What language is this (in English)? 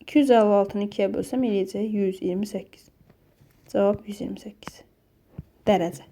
Azerbaijani